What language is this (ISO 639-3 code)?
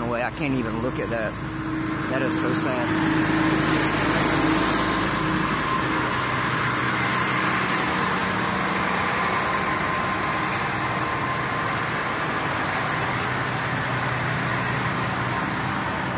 eng